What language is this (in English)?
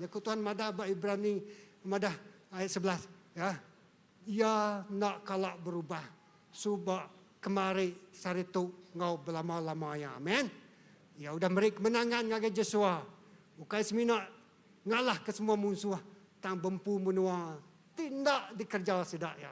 Iban